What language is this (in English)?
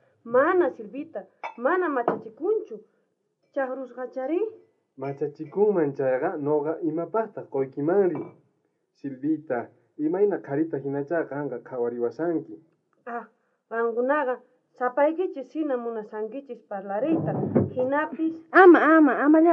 South Bolivian Quechua